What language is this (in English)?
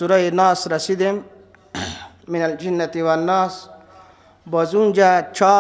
Persian